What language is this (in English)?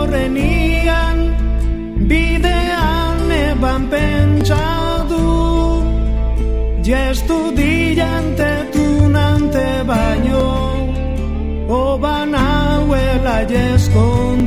Basque